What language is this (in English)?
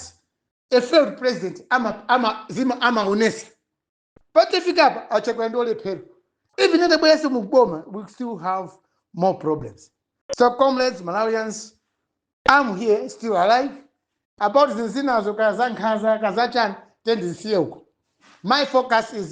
Nyanja